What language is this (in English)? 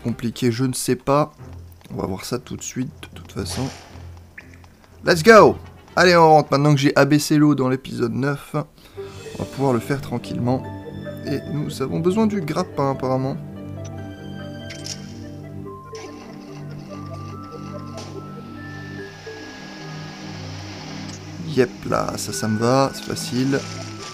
French